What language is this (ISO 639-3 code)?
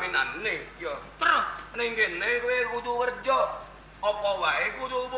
jav